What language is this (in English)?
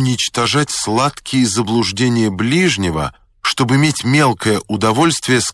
Russian